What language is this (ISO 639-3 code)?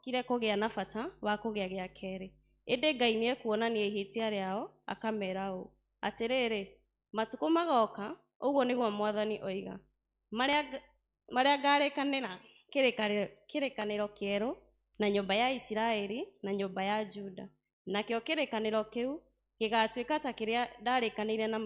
kik